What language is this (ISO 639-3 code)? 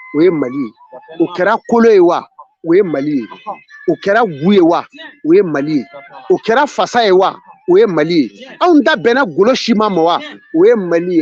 bam